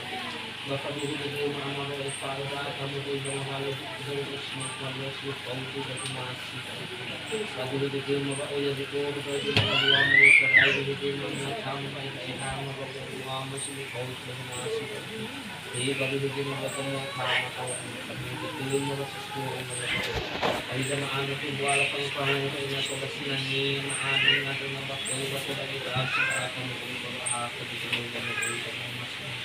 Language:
Nias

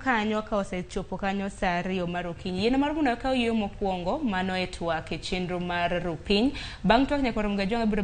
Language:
Luo (Kenya and Tanzania)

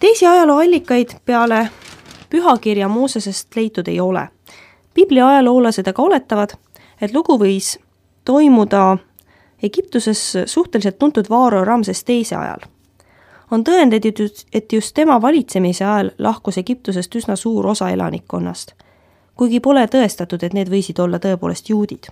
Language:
Estonian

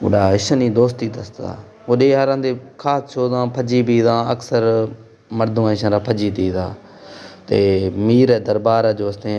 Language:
Baluchi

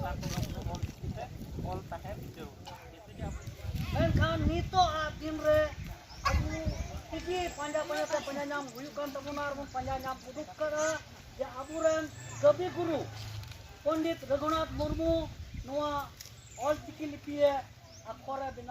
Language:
Santali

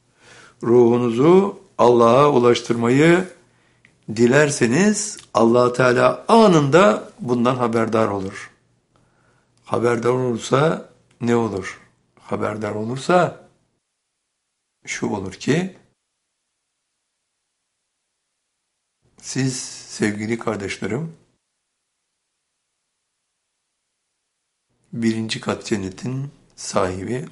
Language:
Turkish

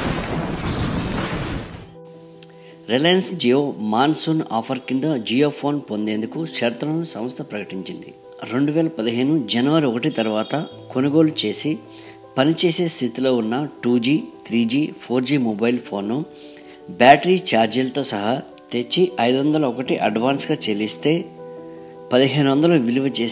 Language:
Telugu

